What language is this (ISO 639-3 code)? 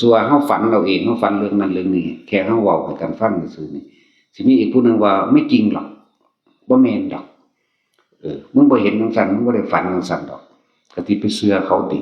tts